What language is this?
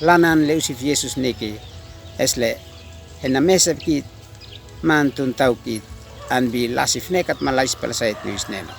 Uab Meto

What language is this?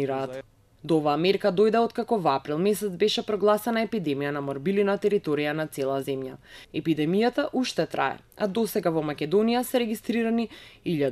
Macedonian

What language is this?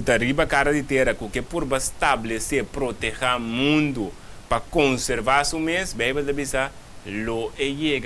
Papiamento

